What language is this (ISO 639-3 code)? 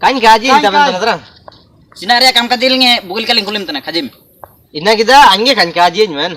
hoc